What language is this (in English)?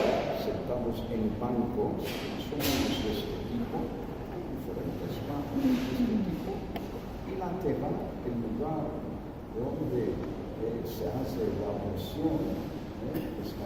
Ladino